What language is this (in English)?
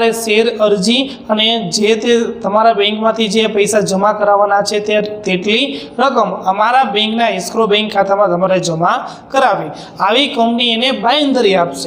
Gujarati